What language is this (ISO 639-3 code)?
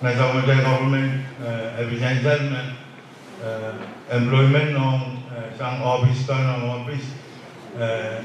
pon